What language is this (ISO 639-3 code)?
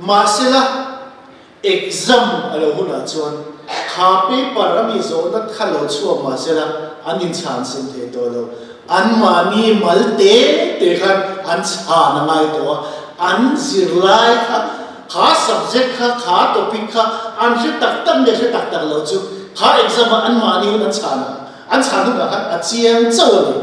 lus